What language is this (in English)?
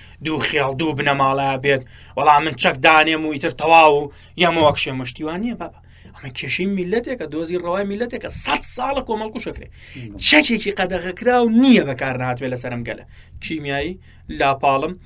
Central Kurdish